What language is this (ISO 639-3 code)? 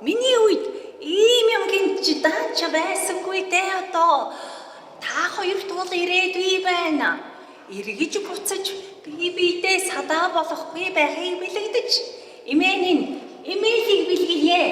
mon